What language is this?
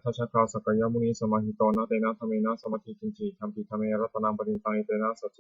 Pali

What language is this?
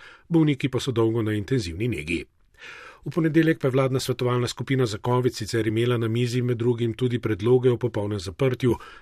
Slovenian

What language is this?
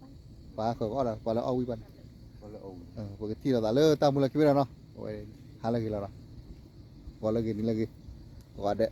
S'gaw Karen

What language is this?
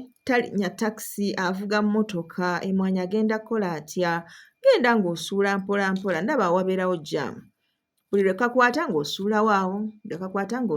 Ganda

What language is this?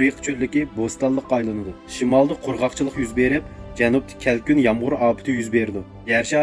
Uyghur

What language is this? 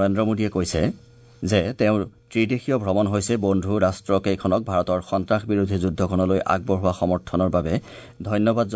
Assamese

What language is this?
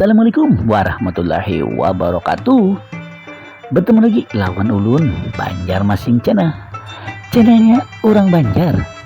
Banjar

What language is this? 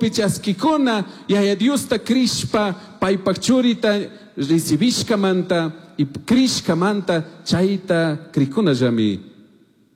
Chimborazo Highland Quichua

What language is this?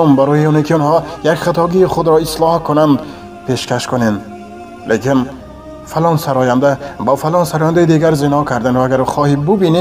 Tajik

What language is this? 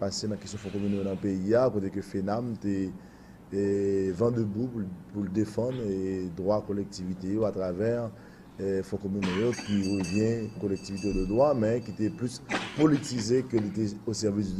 Haitian Creole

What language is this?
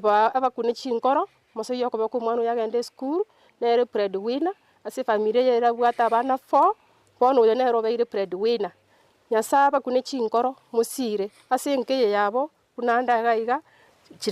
Gusii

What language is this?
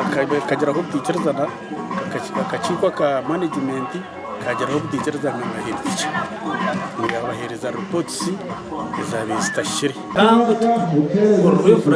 Nyankole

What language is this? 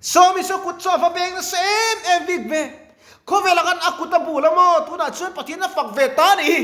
Mizo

